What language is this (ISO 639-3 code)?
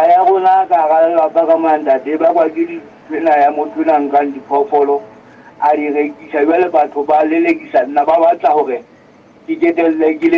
sot